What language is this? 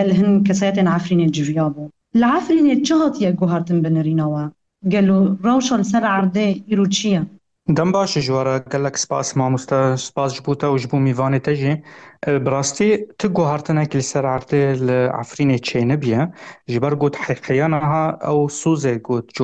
Kurdish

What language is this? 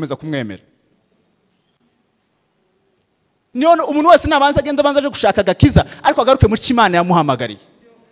Kinyarwanda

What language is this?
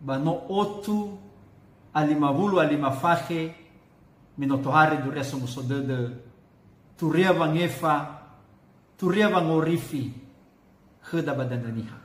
Nias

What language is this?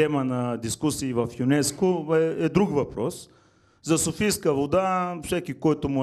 Bulgarian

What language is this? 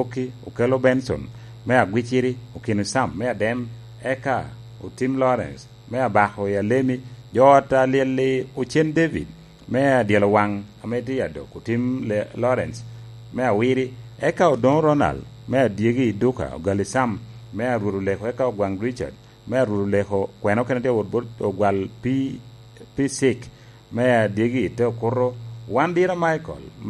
Lango (Uganda)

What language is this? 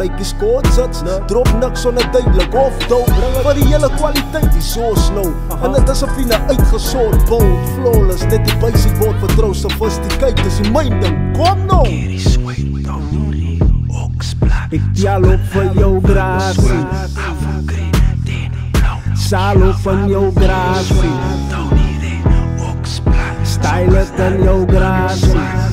Afrikaans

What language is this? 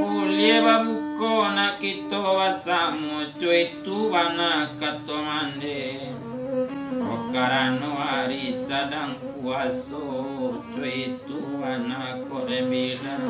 Minangkabau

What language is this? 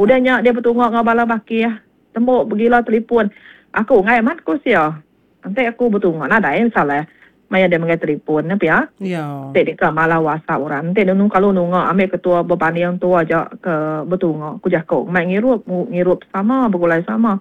Iban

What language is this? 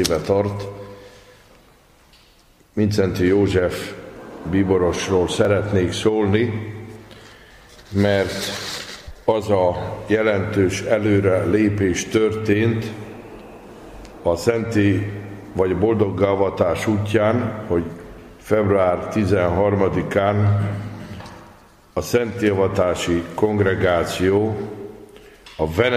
Hungarian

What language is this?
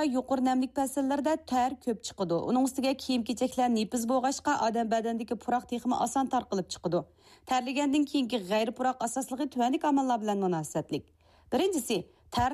Uyghur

